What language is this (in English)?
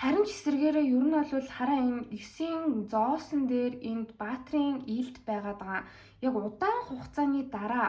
Mongolian